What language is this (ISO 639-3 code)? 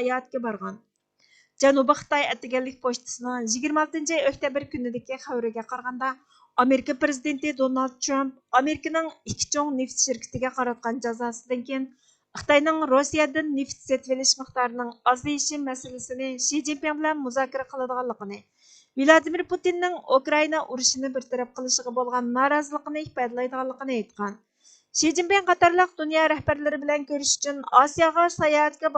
uig